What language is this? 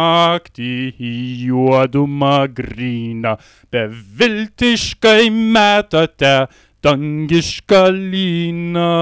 Lithuanian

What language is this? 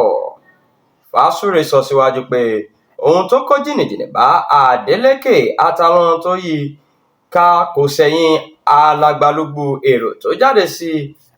Yoruba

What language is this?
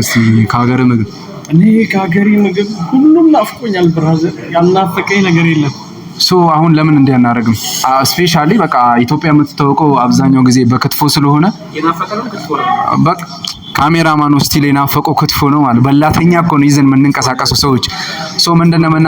Amharic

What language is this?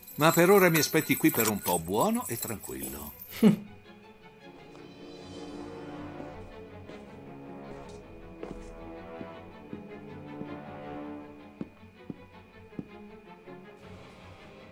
Italian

